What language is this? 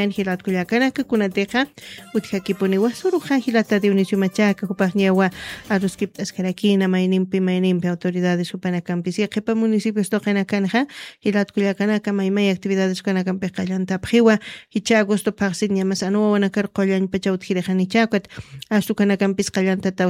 Aymara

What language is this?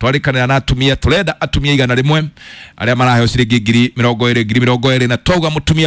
Kikuyu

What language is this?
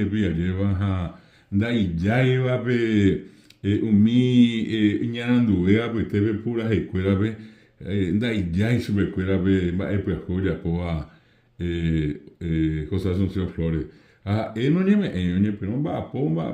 Guarani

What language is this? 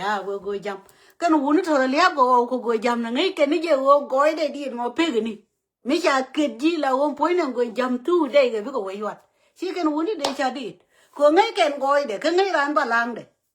Nuer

